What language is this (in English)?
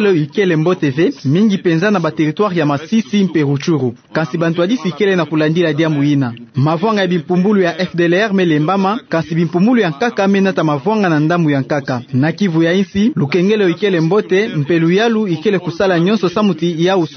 Kituba (Democratic Republic of Congo)